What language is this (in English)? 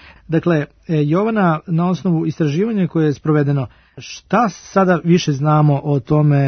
Serbian